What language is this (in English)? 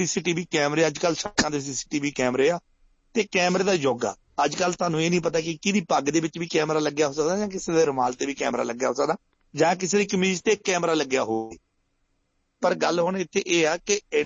Punjabi